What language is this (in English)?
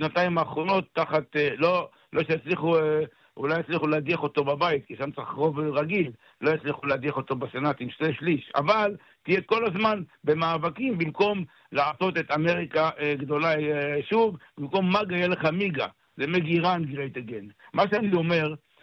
Hebrew